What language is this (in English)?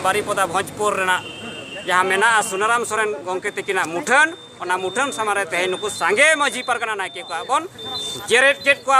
Santali